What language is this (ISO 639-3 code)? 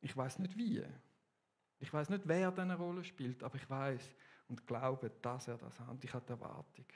gsw